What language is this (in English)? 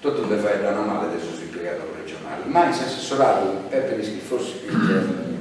Sardinian